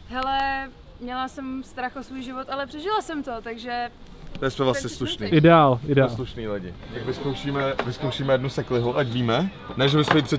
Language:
Czech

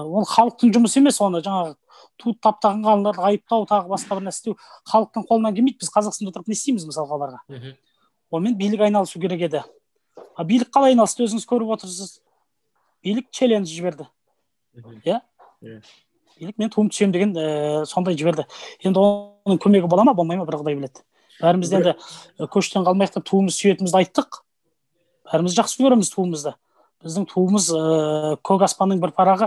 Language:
Kazakh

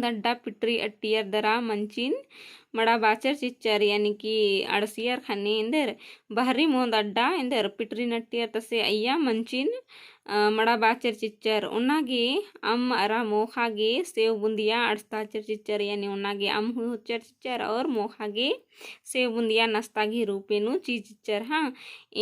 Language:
Kurukh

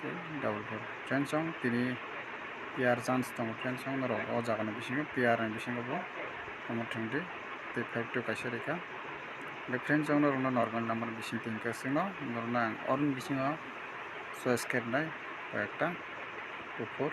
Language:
Kok Borok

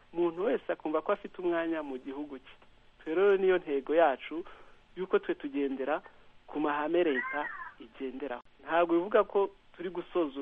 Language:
Kinyarwanda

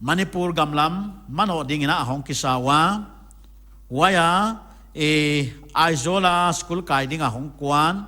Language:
Paite Chin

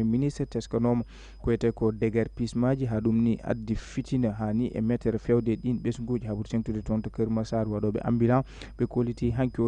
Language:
Fula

